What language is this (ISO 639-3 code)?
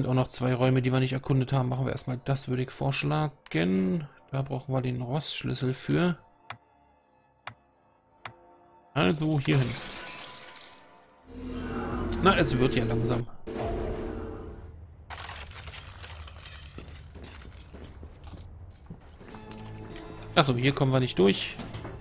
deu